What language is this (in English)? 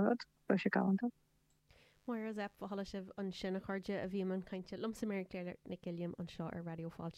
Irish